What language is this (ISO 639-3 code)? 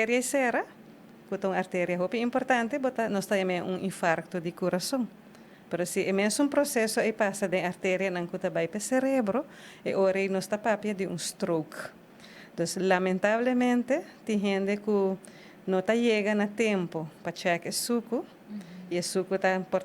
pap